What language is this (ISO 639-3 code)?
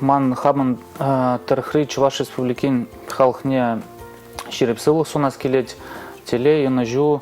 chv